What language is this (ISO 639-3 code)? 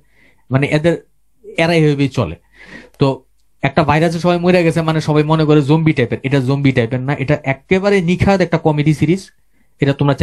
ben